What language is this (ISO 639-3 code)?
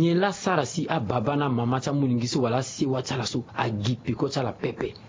sag